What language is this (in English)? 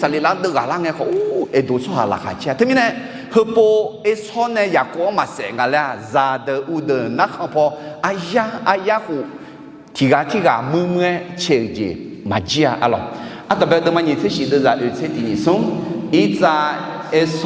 Akha